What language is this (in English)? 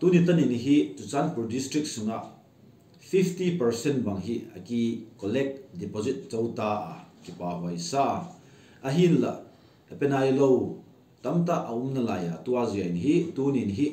Paite Chin